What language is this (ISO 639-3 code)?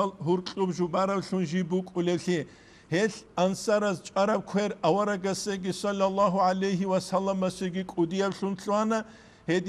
ava